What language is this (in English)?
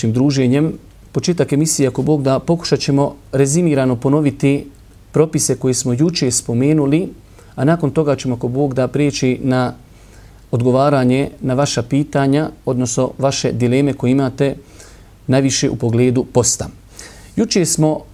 Bosnian